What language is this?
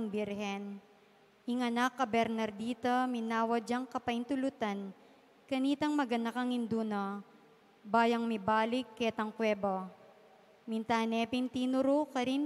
Pampanga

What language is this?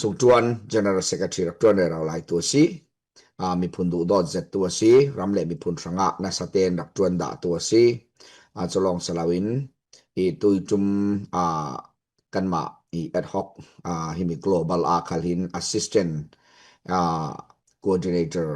Falam Chin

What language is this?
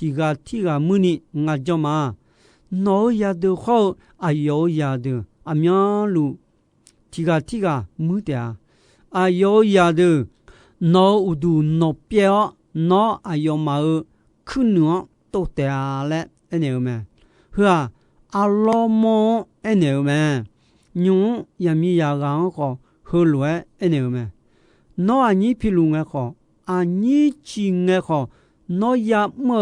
Akha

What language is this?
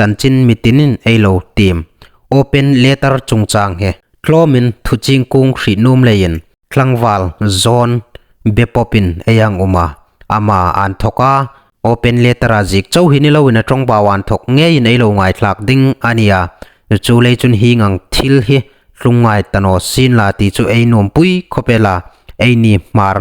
Hmar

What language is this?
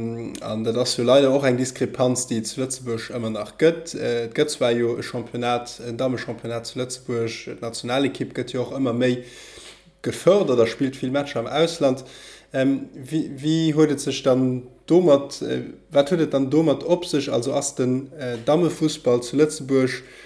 Luxembourgish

